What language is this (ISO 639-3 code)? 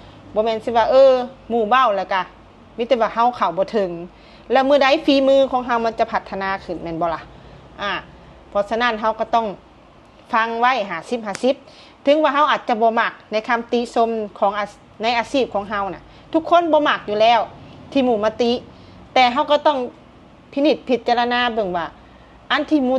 lao